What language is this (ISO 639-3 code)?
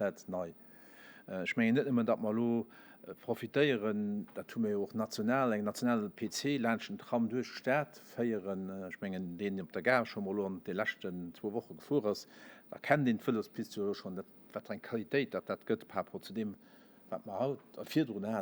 ltz